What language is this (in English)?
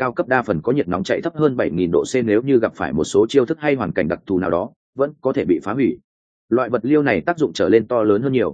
Vietnamese